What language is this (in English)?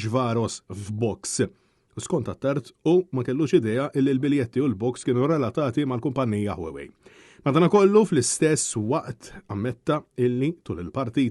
Maltese